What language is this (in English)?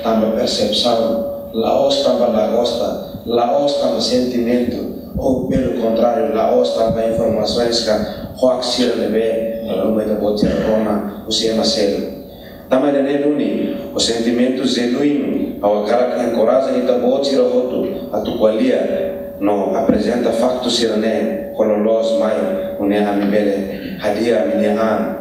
Tetum